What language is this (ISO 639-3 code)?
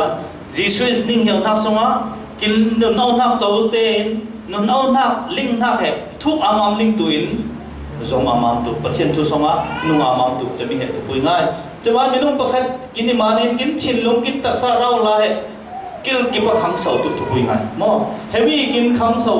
cfm